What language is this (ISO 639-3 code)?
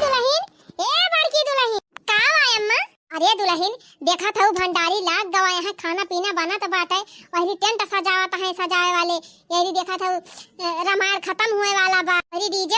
awa